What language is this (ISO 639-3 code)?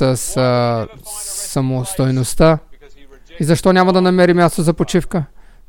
bul